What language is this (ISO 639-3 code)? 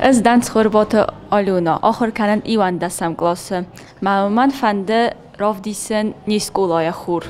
oss